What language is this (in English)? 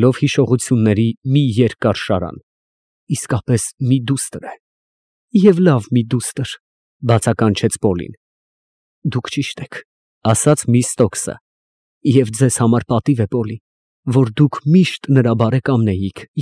Armenian